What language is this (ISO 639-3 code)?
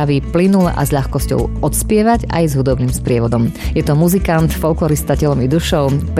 slk